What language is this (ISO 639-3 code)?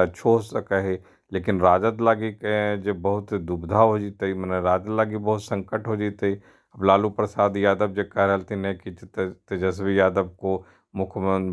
mag